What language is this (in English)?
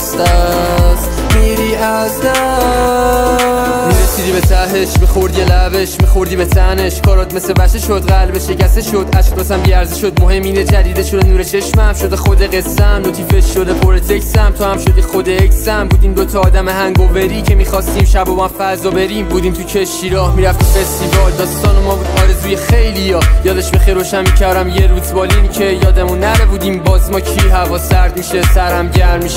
Persian